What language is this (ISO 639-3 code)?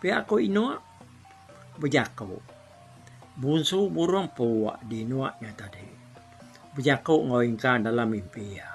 iba